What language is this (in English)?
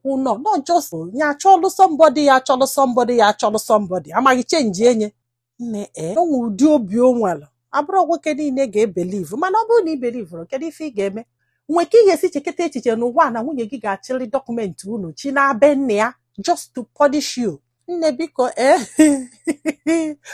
Igbo